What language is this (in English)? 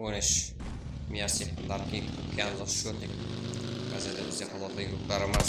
Kara-Kalpak